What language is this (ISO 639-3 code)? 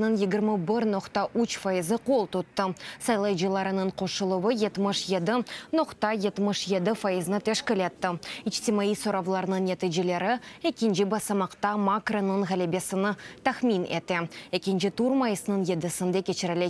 crh